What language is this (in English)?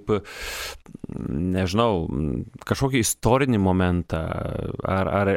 Lithuanian